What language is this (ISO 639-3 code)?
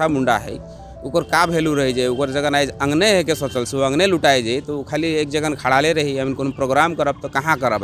sck